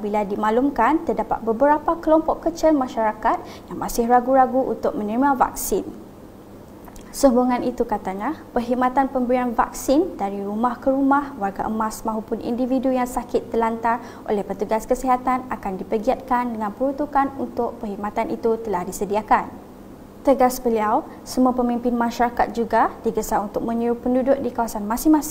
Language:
Malay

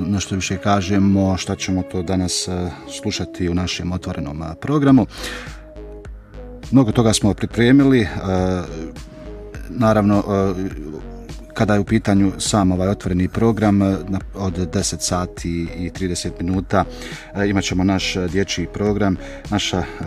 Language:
Bosnian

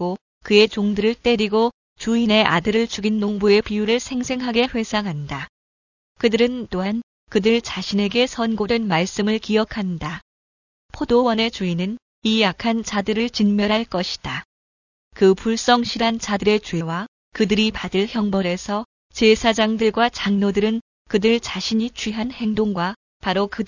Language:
Korean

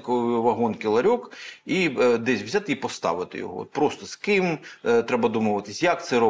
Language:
Ukrainian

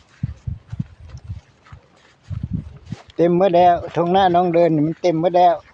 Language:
Lao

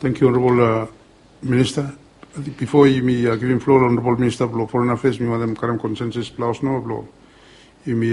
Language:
Bislama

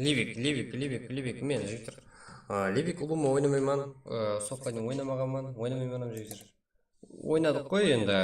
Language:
Kara-Kalpak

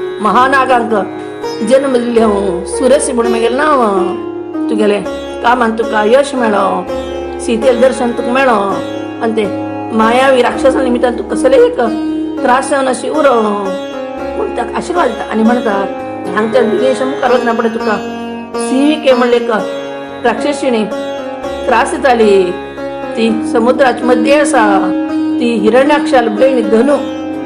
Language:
Konkani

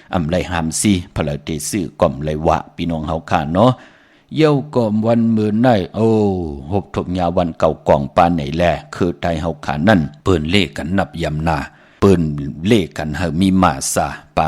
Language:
Shan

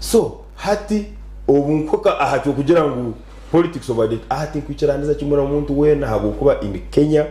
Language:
Nyankole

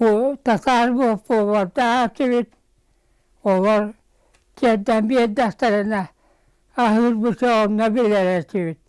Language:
Yakut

